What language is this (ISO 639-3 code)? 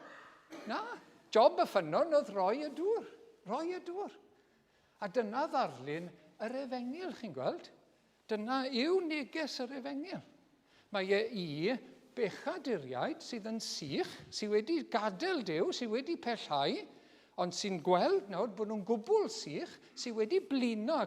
cym